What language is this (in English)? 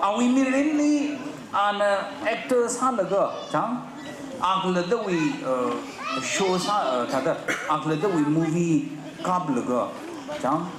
Tangkhul Naga (India)